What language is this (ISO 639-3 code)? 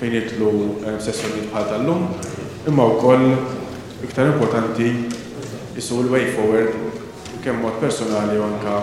mlt